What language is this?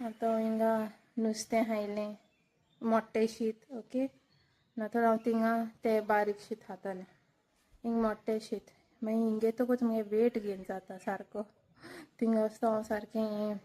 Konkani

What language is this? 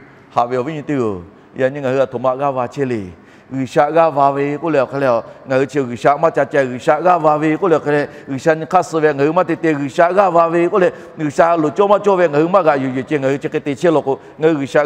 Lahu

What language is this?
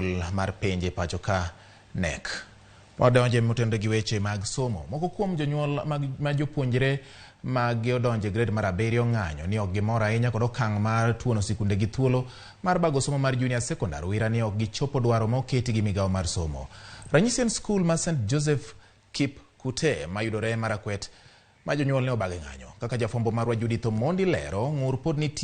Luo (Kenya and Tanzania)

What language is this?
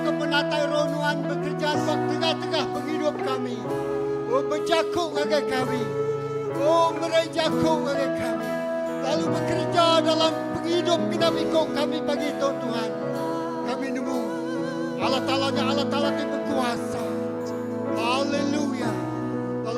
Iban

